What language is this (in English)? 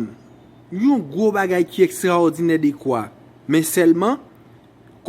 Haitian Creole